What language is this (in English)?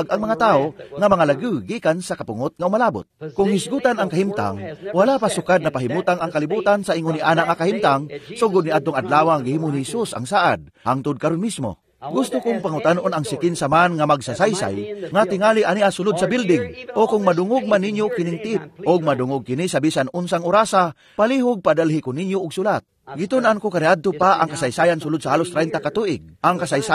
Cebuano